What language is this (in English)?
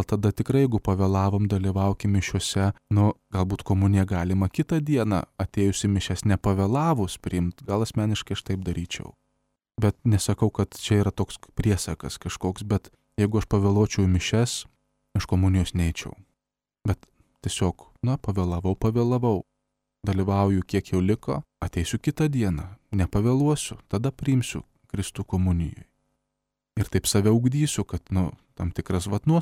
Lithuanian